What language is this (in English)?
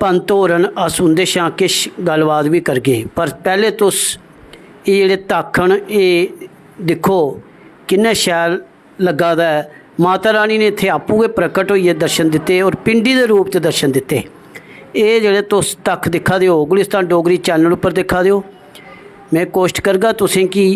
Dogri